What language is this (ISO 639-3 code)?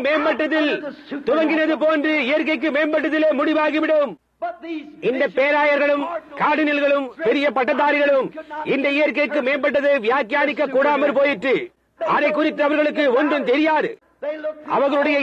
tam